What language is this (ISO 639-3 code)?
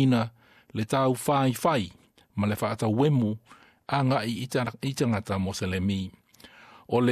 smo